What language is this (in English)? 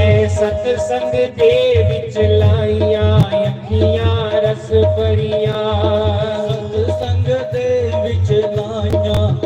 Dogri